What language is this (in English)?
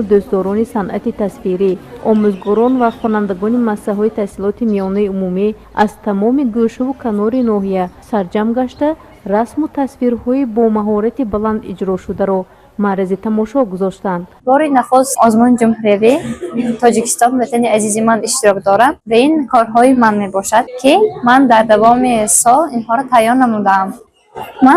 Tajik